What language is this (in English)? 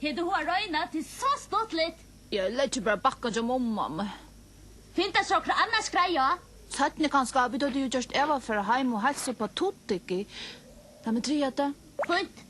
Faroese